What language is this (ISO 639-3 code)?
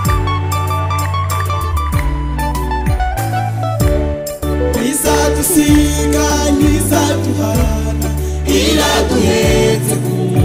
kin